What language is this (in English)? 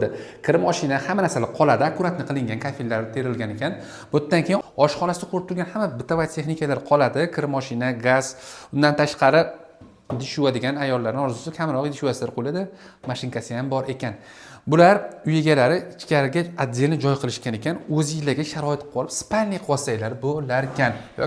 Uzbek